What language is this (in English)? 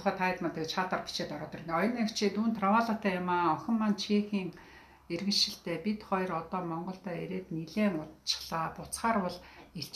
Mongolian